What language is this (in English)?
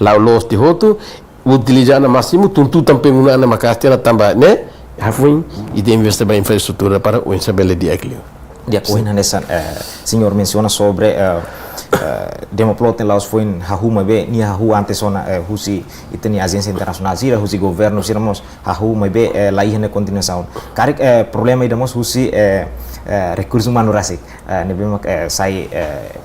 Tetum